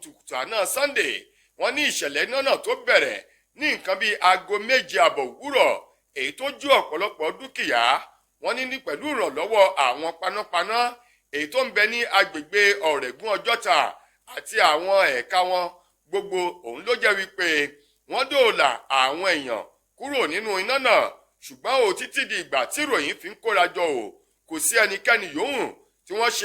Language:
Yoruba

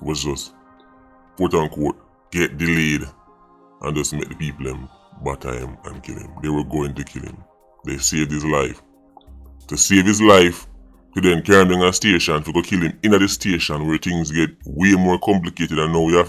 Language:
Jamaican Creole English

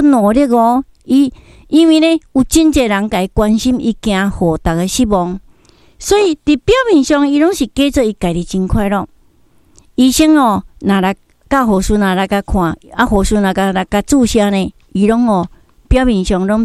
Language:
Min Nan Chinese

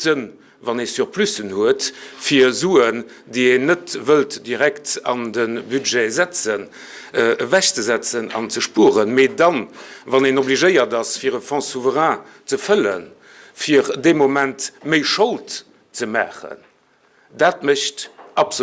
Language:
Luxembourgish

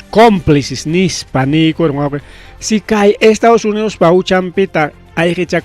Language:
Ayacucho Quechua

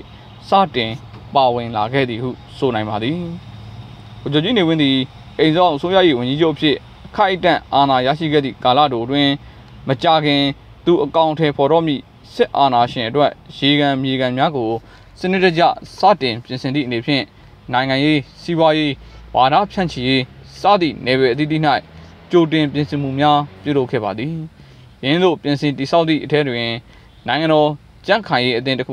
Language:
Burmese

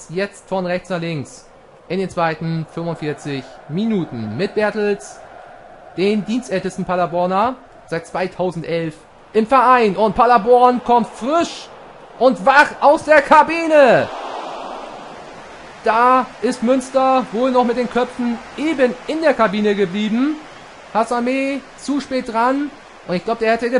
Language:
German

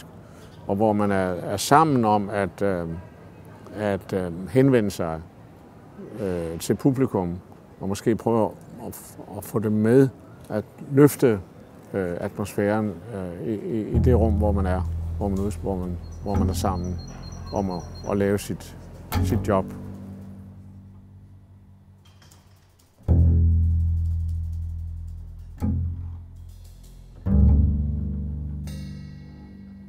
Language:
Danish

